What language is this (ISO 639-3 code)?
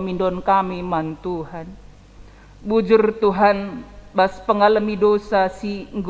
btx